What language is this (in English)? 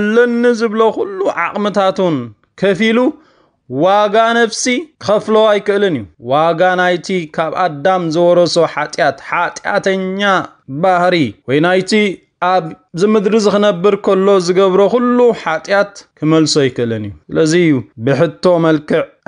Tigrinya